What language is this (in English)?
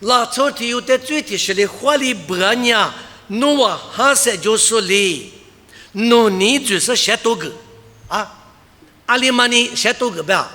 Lisu